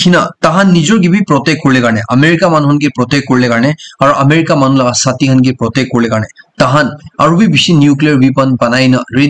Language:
Naga Pidgin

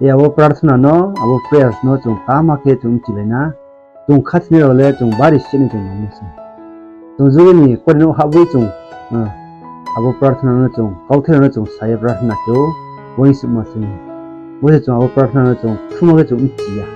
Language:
Riang (India)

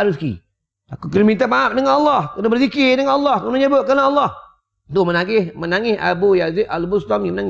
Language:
Malay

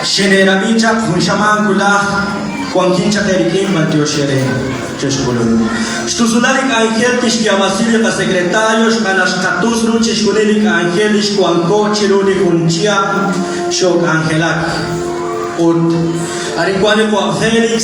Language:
Kekchí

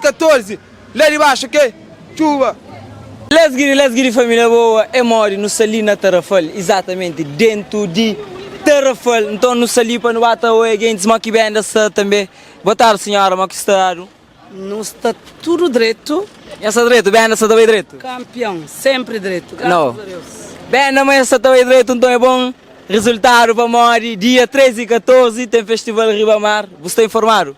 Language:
Kabuverdianu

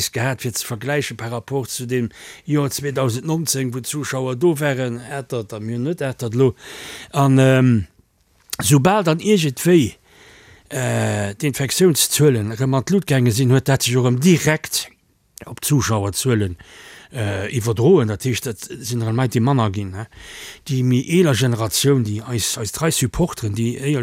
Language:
Luxembourgish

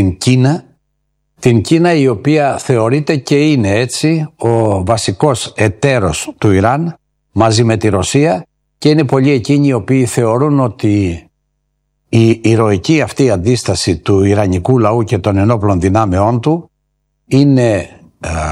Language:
Greek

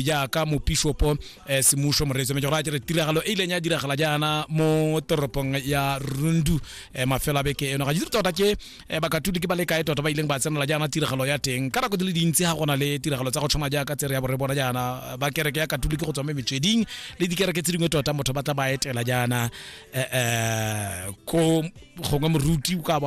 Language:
Tswana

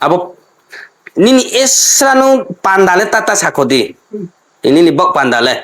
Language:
Riang (India)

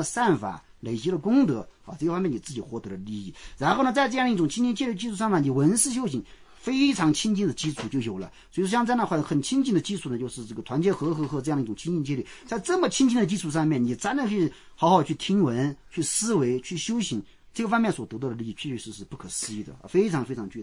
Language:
Chinese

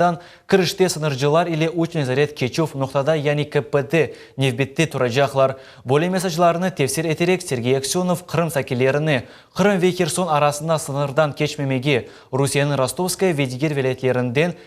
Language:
Crimean Tatar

